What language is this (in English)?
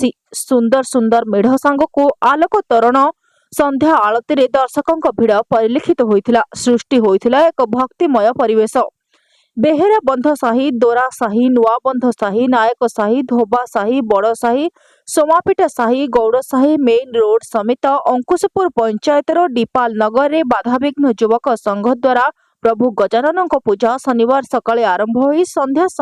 Odia